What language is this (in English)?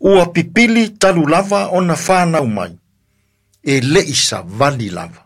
Samoan